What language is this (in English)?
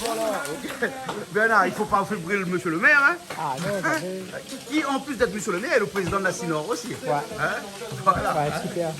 Réunion Creole French